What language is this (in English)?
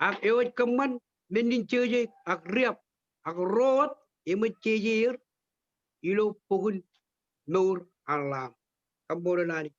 Marshallese